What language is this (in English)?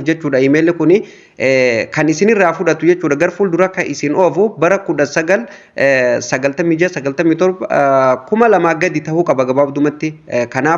Oromo